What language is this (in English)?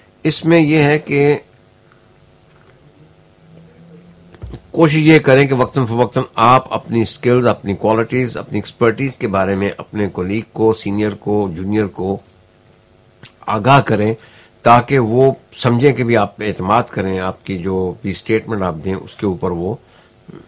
Urdu